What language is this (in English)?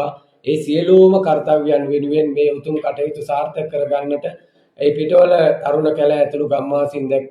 Sinhala